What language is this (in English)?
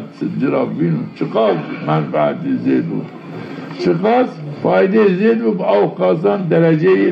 Zaza